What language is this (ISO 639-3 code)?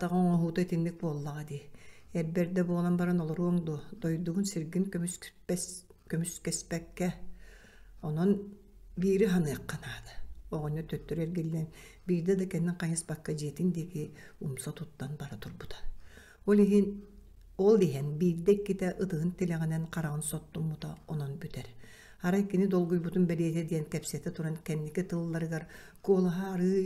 sah